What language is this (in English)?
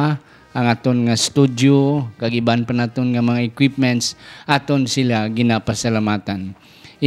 Hiligaynon